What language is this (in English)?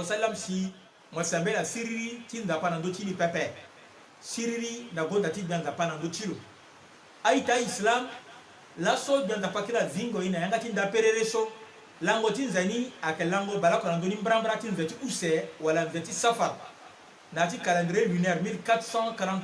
Sango